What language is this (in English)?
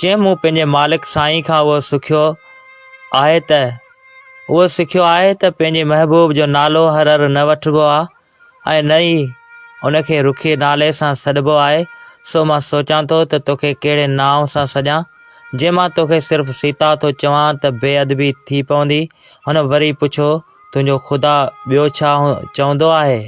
Sindhi